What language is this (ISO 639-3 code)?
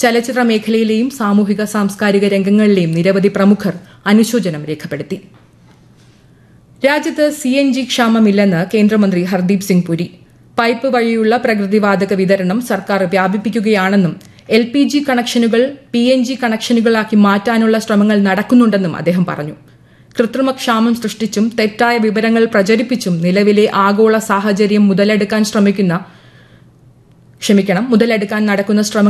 mal